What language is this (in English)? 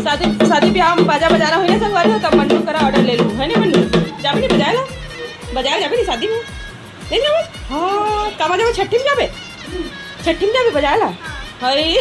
Chhattisgarhi